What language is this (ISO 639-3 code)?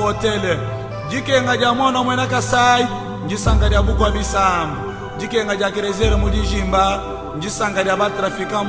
lua